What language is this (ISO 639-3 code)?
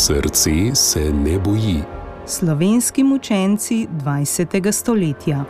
slv